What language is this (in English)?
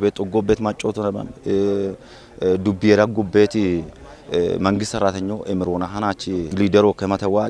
Kafa